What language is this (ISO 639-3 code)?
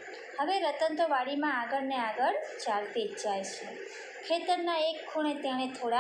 guj